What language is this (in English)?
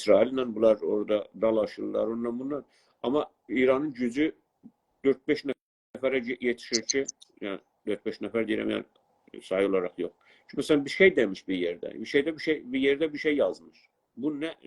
South Azerbaijani